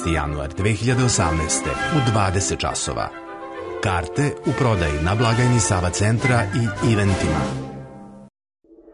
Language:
Serbian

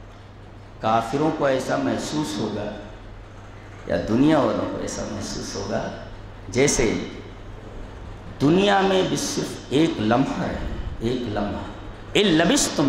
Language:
Urdu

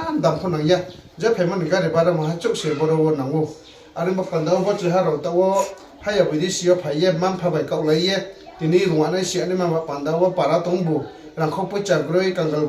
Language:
Riang (India)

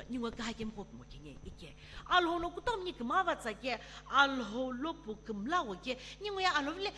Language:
Sumi Naga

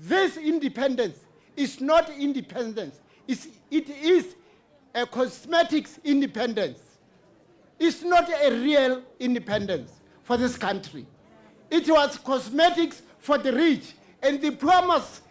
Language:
Tswana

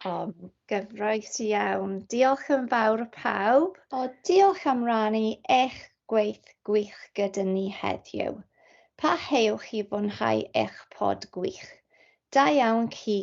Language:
Welsh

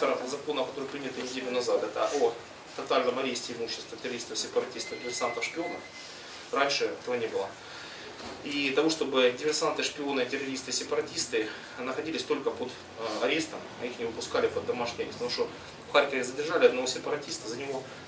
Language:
Russian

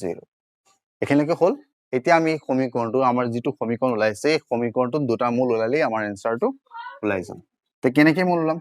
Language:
Assamese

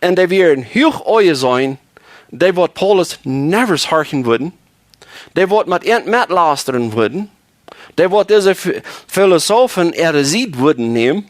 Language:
Plautdietsch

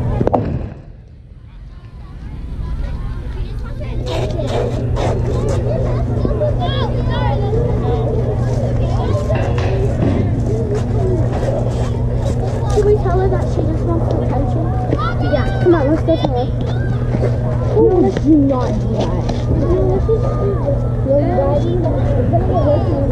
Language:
English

